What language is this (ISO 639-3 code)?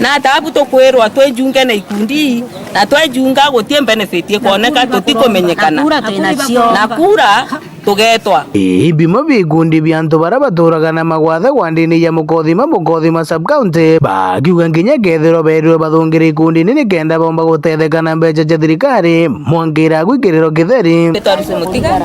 mer